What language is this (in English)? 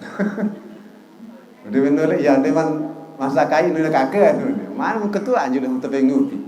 Sasak